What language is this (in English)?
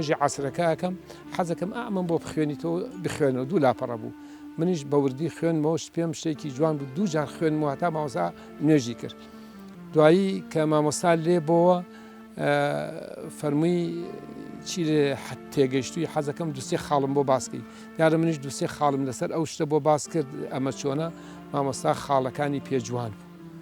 Central Kurdish